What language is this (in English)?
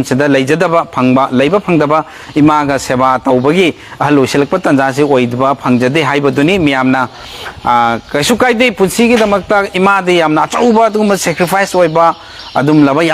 Manipuri